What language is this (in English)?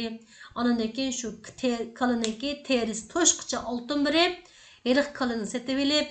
Uyghur